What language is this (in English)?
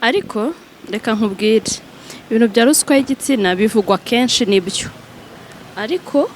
Kinyarwanda